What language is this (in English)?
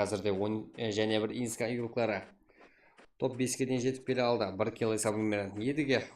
Kara-Kalpak